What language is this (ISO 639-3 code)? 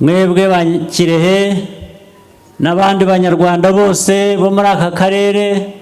kin